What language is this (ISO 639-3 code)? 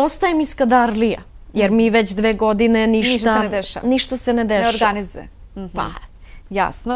bos